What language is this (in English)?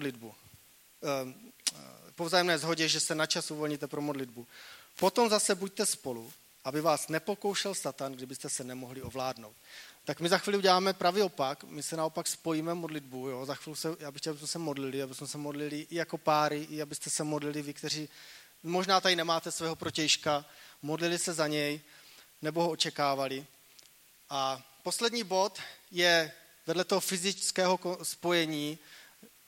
Czech